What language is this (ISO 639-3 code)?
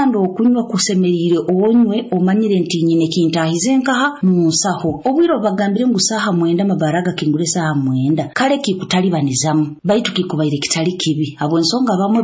nyo